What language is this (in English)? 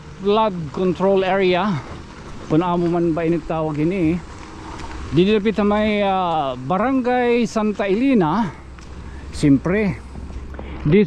Waray